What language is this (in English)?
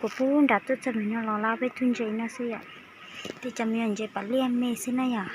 Hmong